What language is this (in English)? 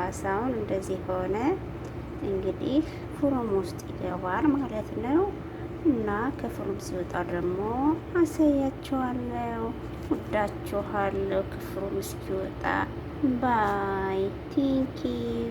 Amharic